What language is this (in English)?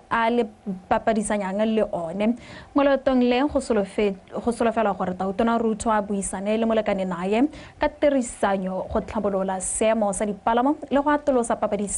Tswana